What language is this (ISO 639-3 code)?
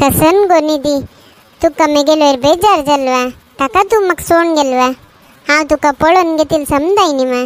kok